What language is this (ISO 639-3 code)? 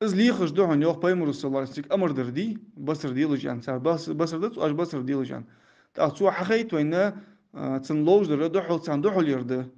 inh